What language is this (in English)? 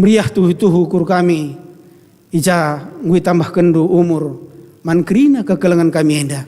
Batak Karo